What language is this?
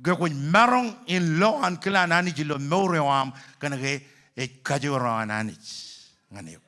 Marshallese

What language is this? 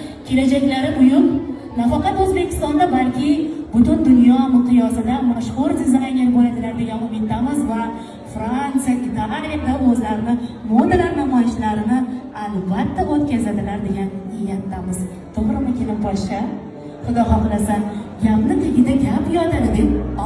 Uzbek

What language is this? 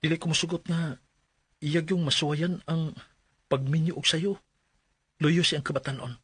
Cebuano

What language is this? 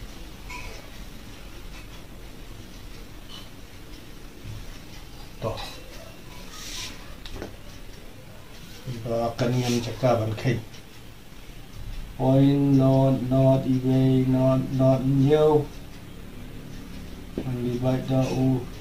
Khasi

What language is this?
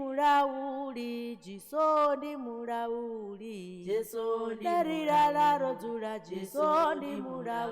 Venda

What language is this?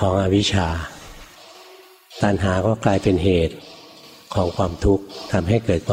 Thai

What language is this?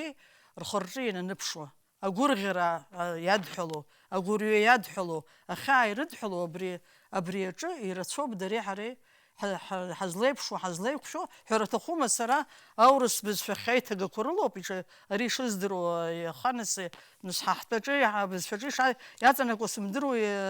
Abkhazian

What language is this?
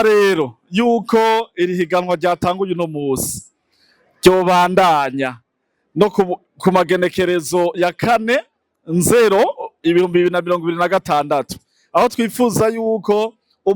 Rundi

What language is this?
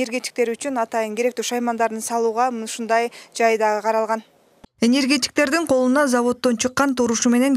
Kyrgyz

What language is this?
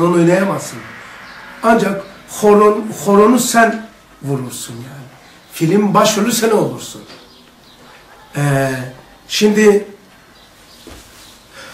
Turkish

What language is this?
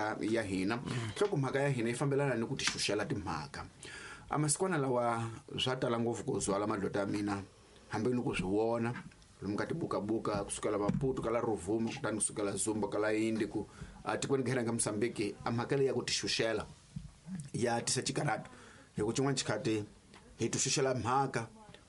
Tsonga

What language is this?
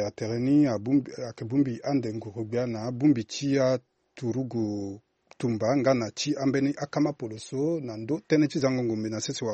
Sango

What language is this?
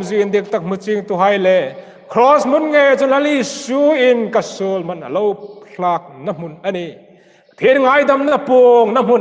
Hmar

